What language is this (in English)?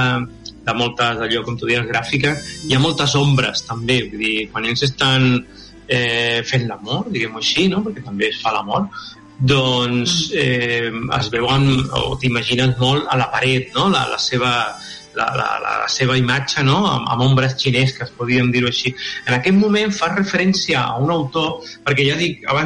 Catalan